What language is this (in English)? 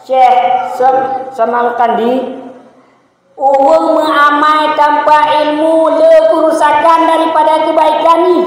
Achinese